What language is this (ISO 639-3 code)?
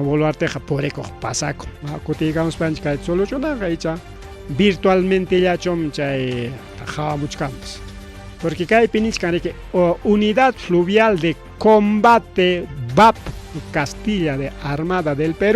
quy